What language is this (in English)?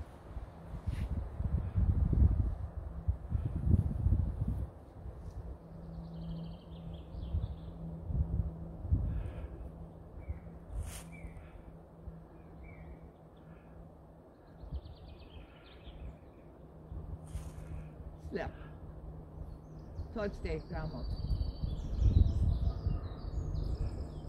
Swedish